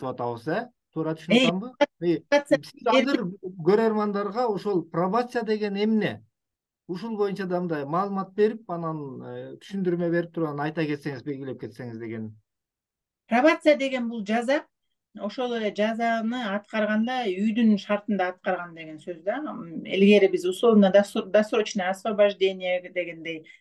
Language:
Kyrgyz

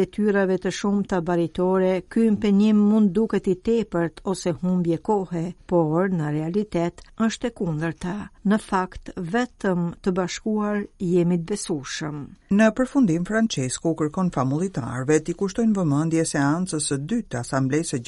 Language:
Albanian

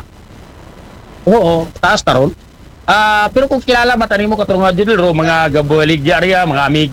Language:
Aklanon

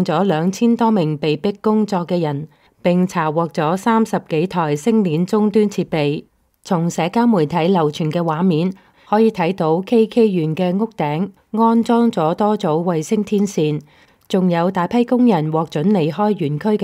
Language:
Cantonese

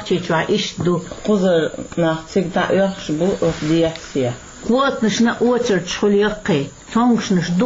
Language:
Chechen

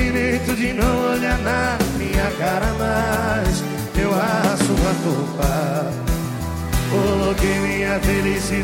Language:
Portuguese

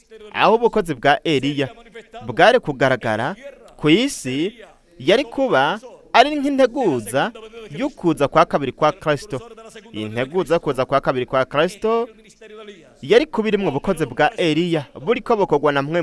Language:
Rundi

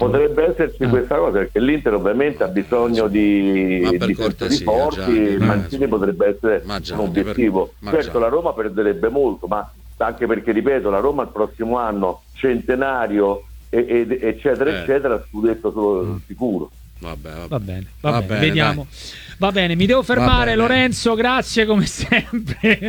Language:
Italian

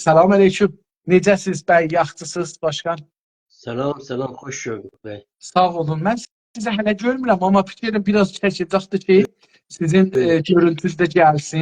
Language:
South Azerbaijani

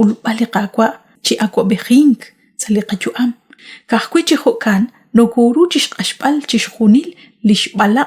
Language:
Kekchí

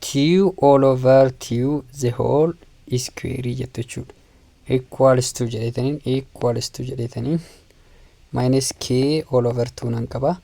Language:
Oromo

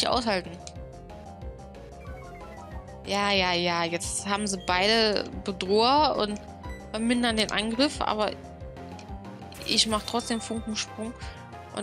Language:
German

